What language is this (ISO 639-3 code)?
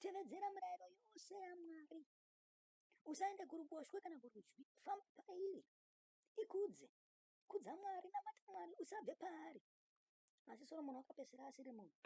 sna